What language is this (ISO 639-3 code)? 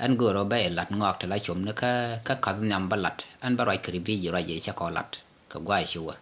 nus